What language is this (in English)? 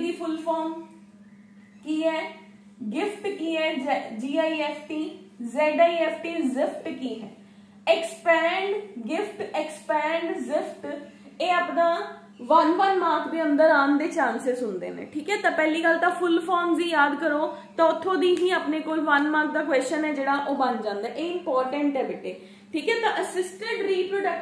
Punjabi